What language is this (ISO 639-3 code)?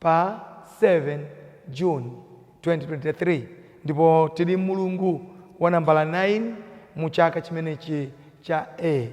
nya